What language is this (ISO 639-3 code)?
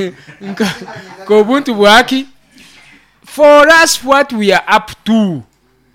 nyo